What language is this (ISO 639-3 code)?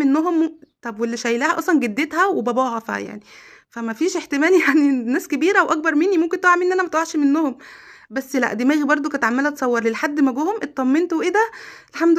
arz